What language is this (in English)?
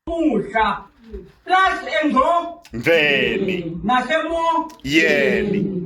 Swati